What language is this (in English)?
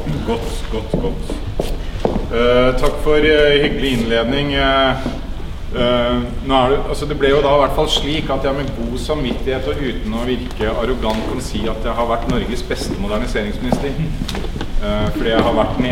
Norwegian